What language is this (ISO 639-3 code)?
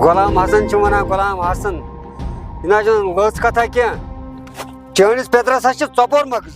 kas